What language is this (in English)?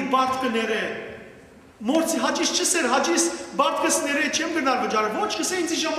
Western Armenian